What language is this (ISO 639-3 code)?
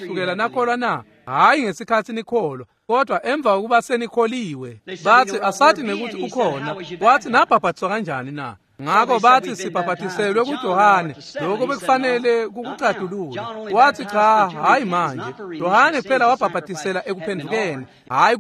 ssw